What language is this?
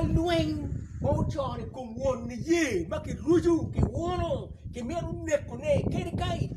Acoli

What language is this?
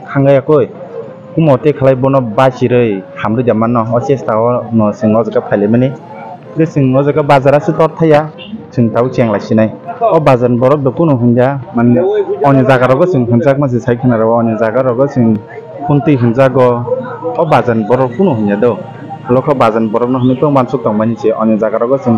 Kok Borok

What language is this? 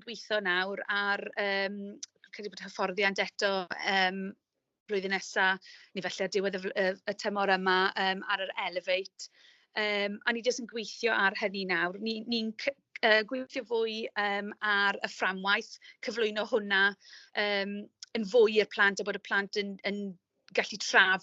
Welsh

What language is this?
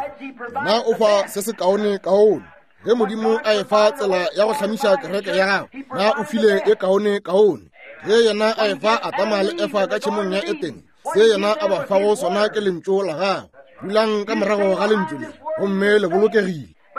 Northern Sotho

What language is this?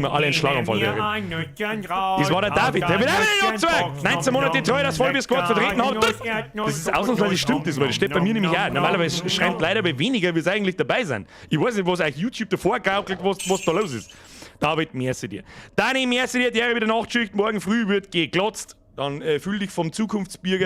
Bavarian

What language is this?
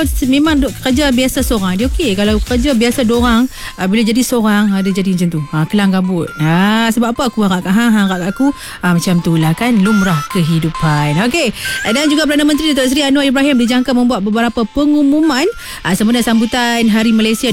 Malay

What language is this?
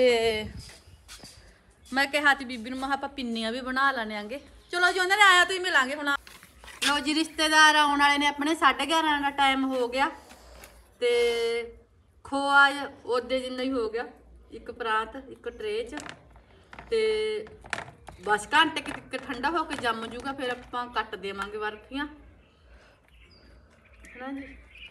Punjabi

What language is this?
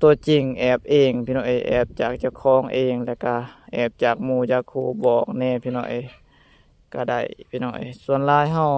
Lao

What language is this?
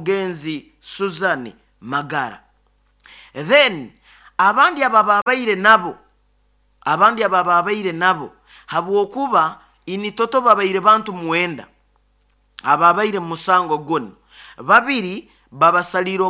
Nyoro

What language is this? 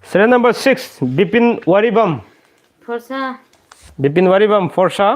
Manipuri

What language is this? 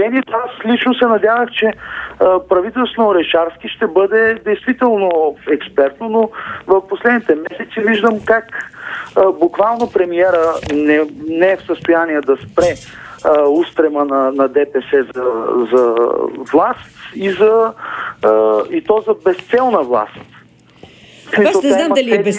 Bulgarian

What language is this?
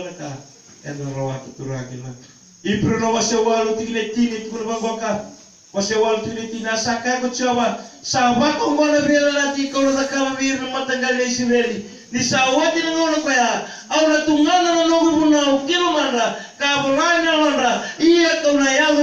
Fijian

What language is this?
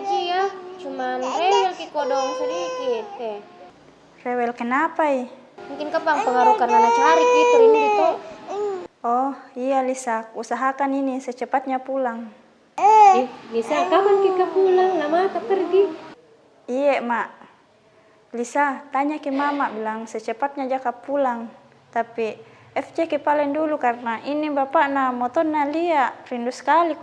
Makassar Malay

